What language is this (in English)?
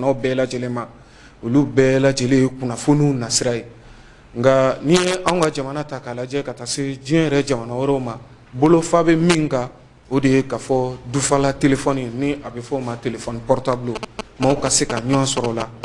Bambara